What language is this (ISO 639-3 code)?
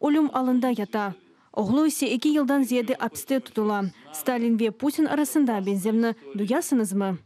crh